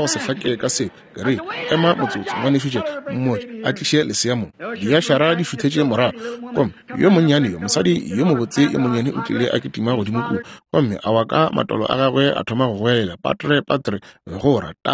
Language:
Northern Sotho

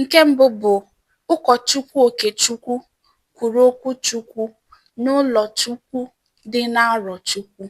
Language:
Igbo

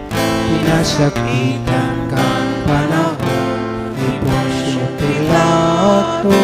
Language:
Bikol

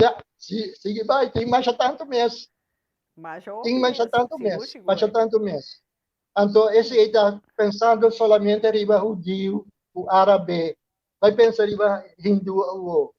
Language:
Papiamento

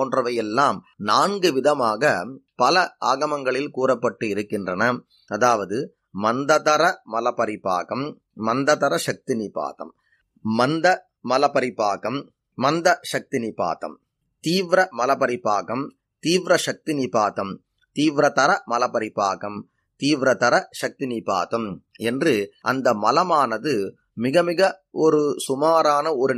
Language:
Tamil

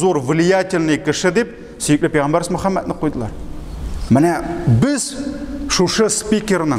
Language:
Tatar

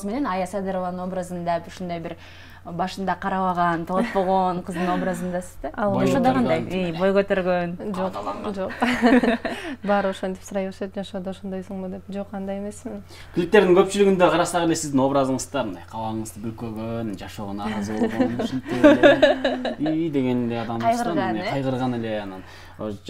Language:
Kyrgyz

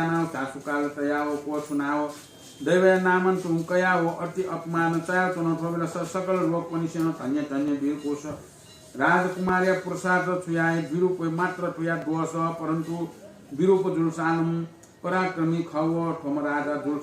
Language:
Newari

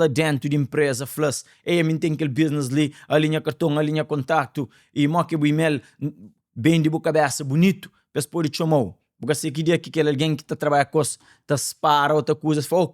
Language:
Kabuverdianu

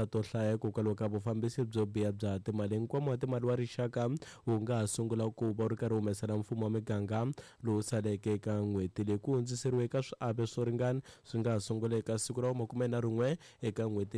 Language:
Tsonga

